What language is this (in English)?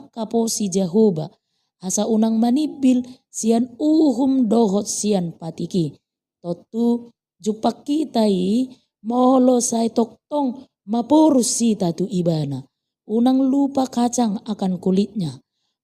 Batak Toba